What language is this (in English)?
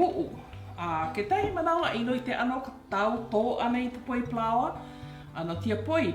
Hawaiian